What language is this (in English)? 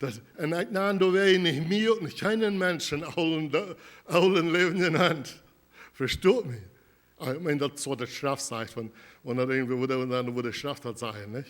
Plautdietsch